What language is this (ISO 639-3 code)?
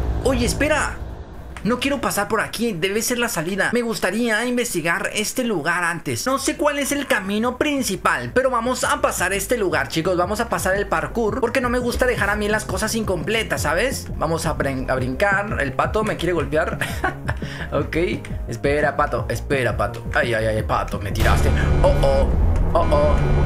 spa